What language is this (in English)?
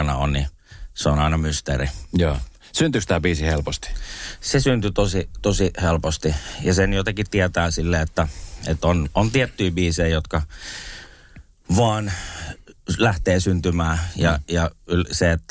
Finnish